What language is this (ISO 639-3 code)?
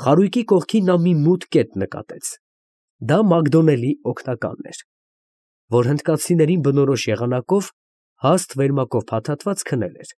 hye